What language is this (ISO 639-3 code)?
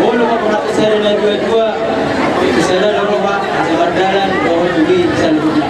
bbc